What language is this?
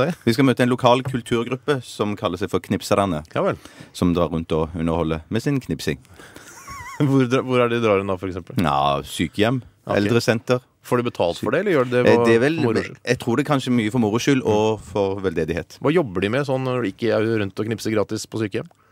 Norwegian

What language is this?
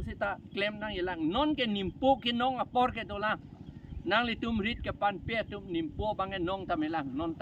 Karbi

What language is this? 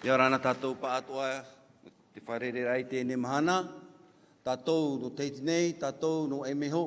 Tahitian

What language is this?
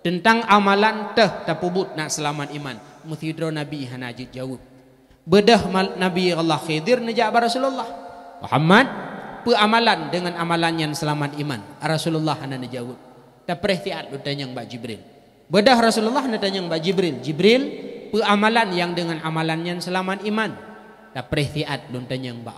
Achinese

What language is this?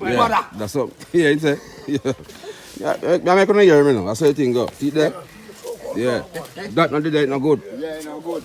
Jamaican Creole English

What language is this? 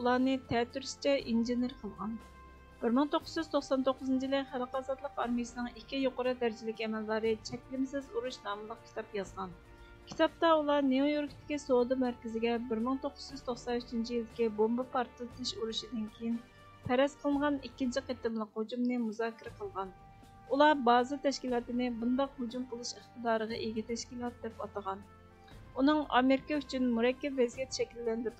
Uyghur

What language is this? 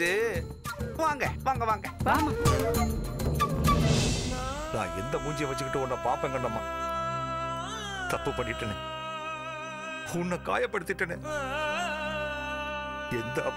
Tamil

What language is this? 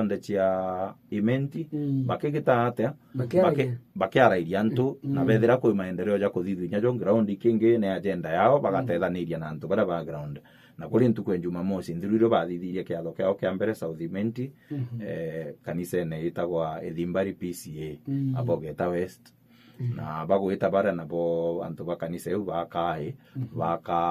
Meru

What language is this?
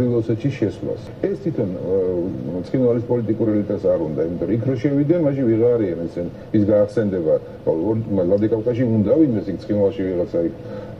Georgian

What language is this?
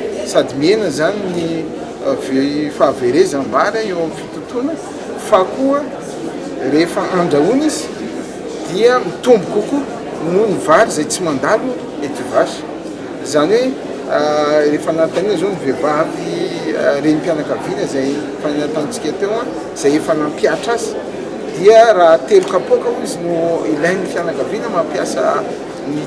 Malagasy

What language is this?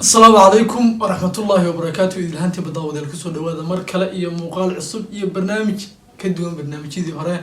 Somali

